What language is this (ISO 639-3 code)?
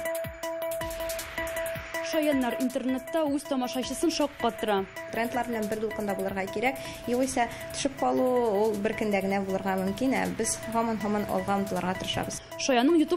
tat